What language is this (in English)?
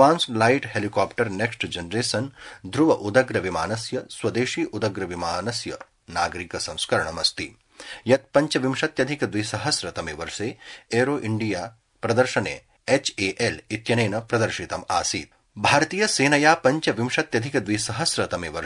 Sanskrit